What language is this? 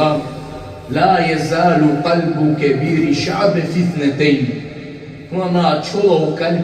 Balkan Romani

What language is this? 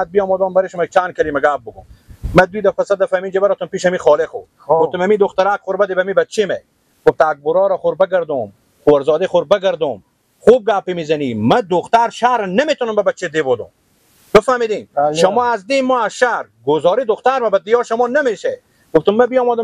Persian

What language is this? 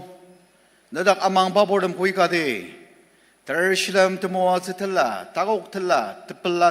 Ao Naga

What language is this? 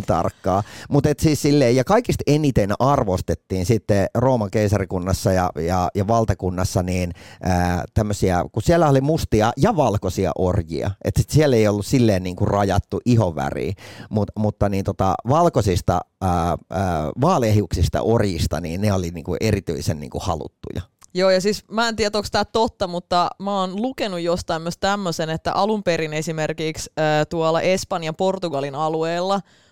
Finnish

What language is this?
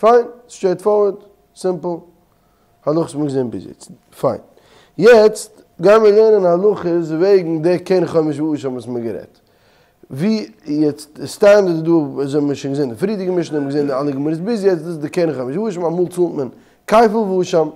Yiddish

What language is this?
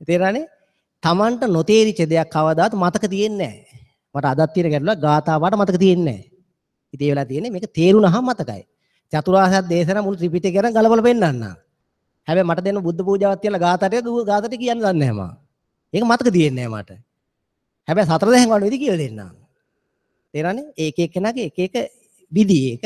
Sinhala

